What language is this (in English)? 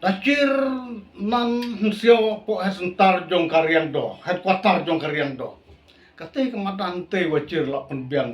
Khasi